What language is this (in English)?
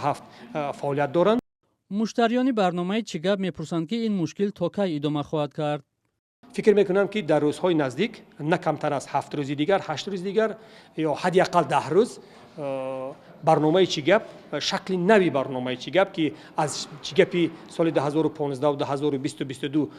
Tajik